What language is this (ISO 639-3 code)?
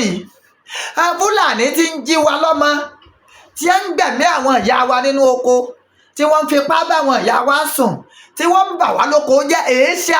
yor